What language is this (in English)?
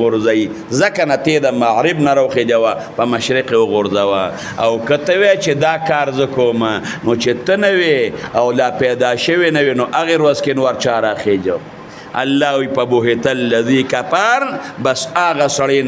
Pashto